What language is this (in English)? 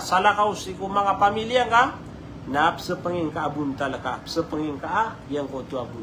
Maranao